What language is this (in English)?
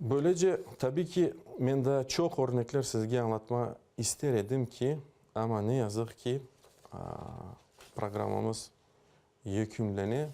Crimean Tatar